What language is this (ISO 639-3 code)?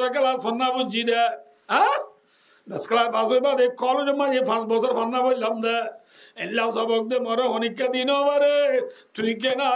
rhg